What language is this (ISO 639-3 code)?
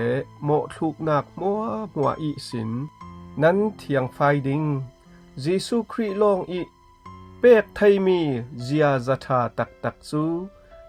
cfm